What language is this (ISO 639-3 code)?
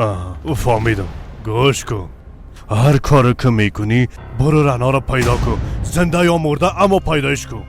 fas